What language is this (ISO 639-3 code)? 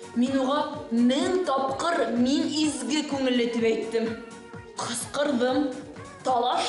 bak